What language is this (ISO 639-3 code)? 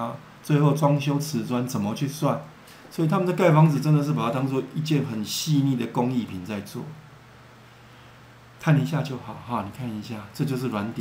zho